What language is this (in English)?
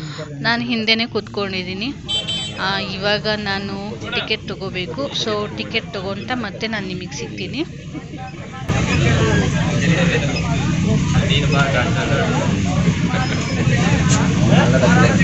Kannada